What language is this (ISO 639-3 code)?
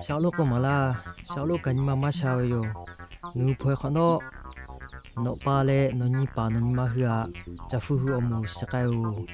lhu